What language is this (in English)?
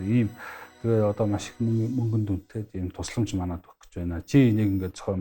Mongolian